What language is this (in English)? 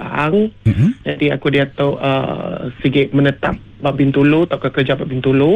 Malay